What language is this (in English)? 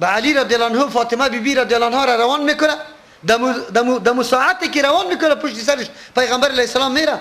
Persian